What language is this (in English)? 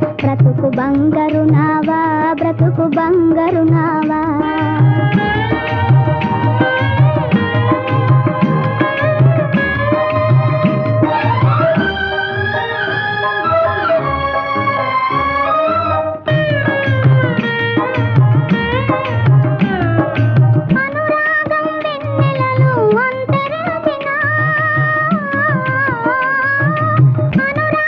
Telugu